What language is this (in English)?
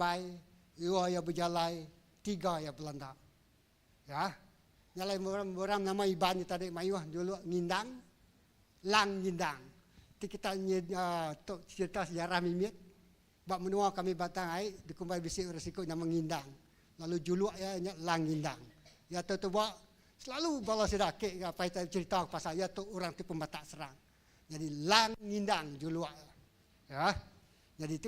Iban